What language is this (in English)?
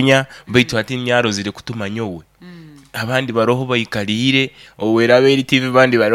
Nyoro